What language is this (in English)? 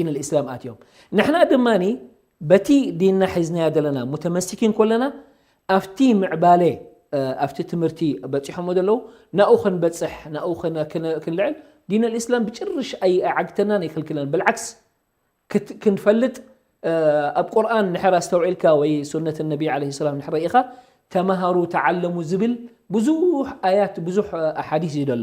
Tigrinya